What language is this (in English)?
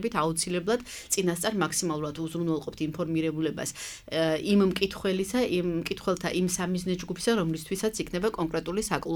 Georgian